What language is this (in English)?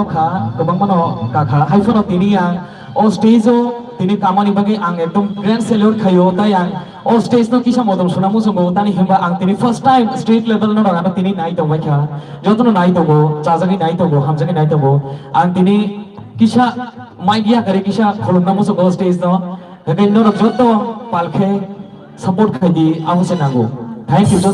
Kok Borok